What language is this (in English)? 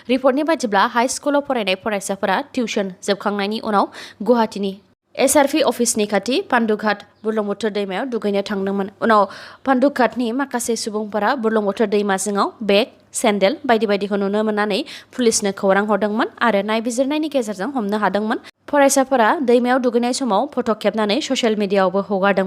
Bodo